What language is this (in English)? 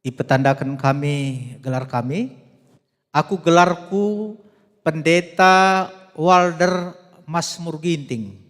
Batak Karo